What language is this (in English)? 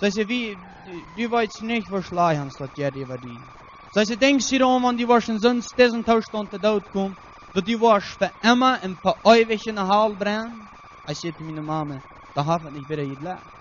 Plautdietsch